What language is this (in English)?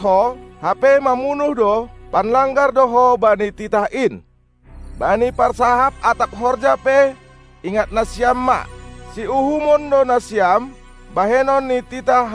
Batak Simalungun